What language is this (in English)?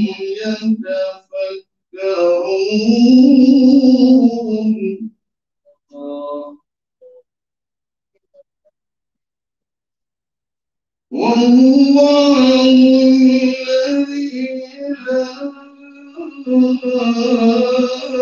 Arabic